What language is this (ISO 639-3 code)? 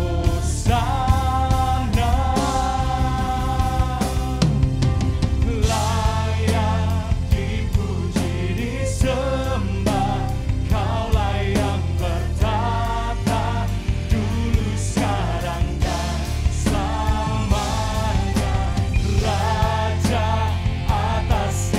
ind